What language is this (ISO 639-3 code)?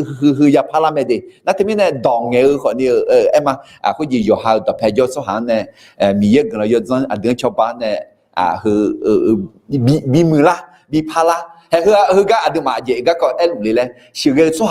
ahk